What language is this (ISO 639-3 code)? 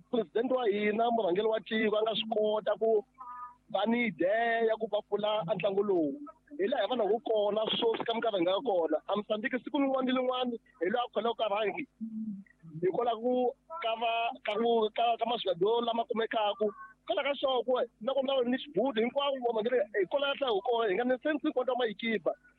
tso